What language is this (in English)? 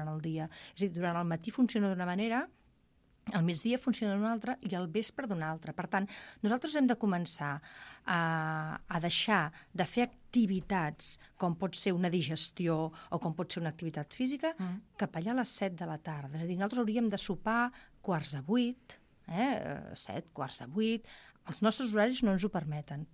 Catalan